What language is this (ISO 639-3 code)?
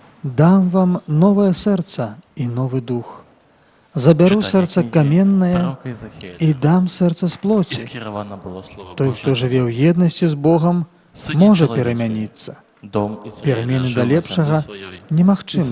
bel